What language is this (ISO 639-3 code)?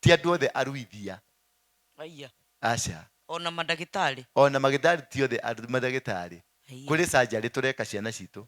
kik